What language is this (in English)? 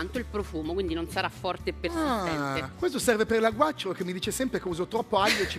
Italian